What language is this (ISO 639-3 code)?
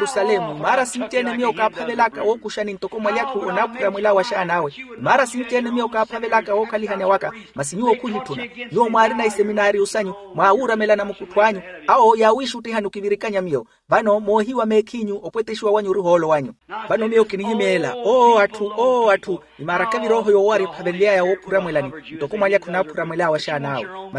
vmw